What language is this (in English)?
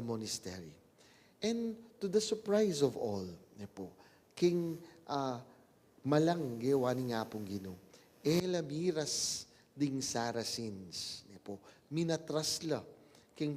Pampanga